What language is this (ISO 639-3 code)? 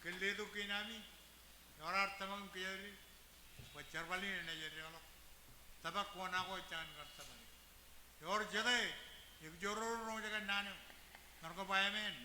mah